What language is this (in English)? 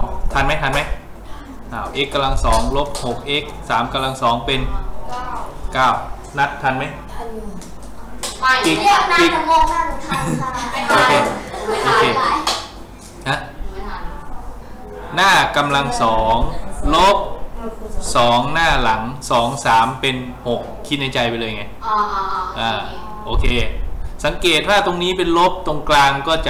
Thai